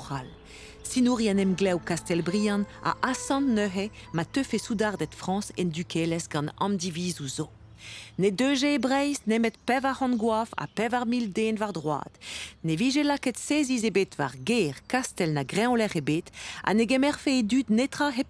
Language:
Breton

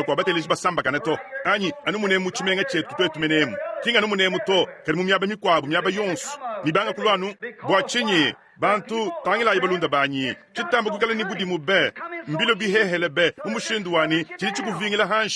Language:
Luba-Lulua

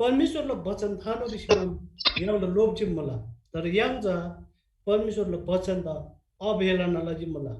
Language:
Eastern Tamang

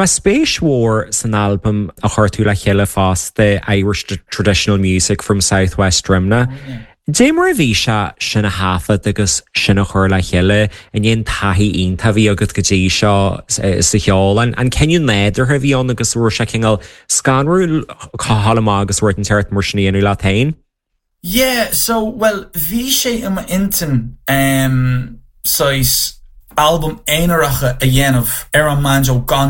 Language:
Irish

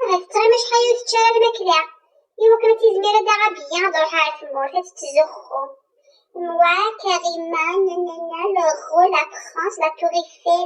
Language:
Kabyle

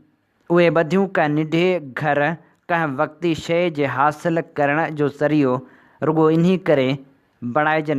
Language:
Sindhi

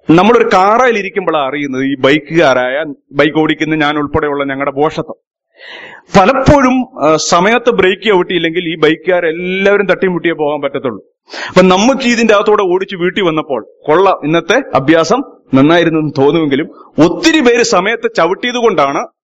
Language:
Malayalam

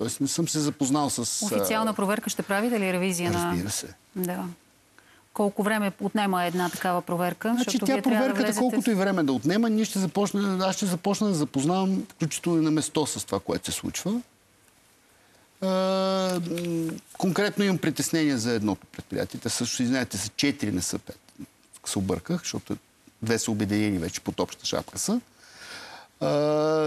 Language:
Bulgarian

